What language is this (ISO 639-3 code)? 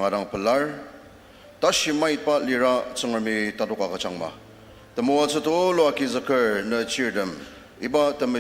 njo